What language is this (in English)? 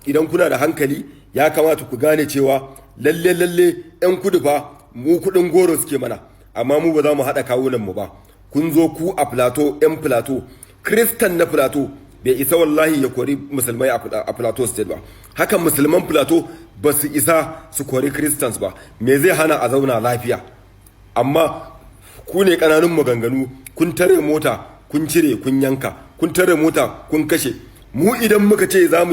Hausa